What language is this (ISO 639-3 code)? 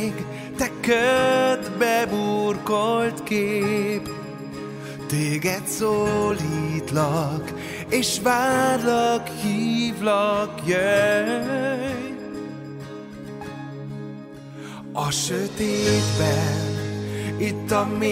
hun